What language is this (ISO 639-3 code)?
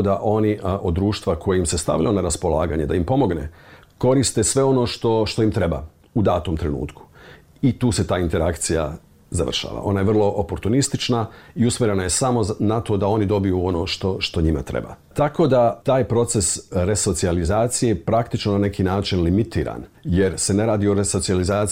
bos